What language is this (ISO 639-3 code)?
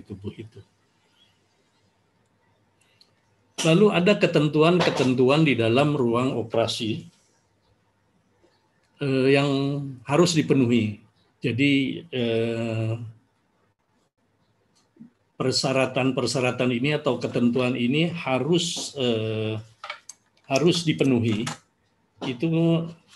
ind